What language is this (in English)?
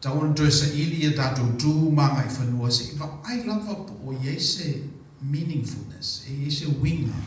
Samoan